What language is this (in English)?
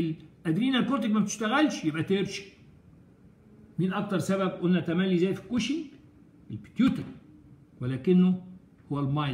Egyptian Arabic